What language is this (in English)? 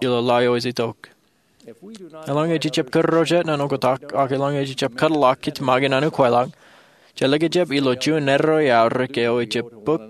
Marshallese